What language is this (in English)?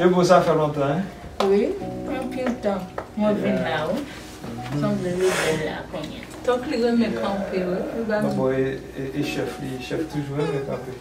Haitian Creole